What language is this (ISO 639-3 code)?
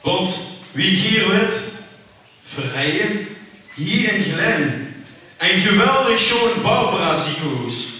lim